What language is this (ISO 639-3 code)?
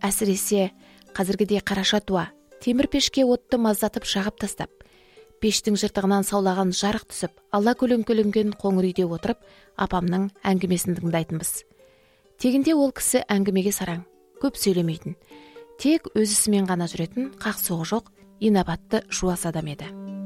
kaz